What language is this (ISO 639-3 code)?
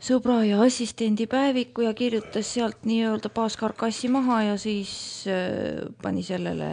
est